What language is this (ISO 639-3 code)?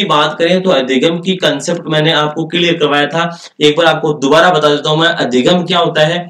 hin